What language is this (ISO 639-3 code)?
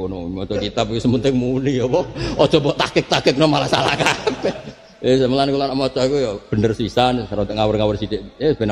jav